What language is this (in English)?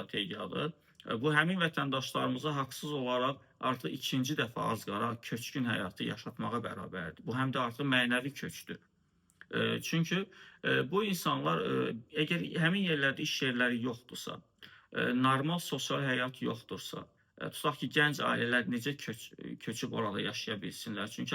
Azerbaijani